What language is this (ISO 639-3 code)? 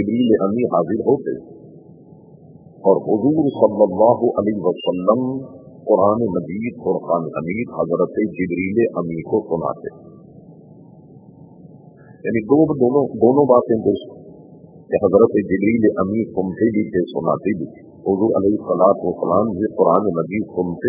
urd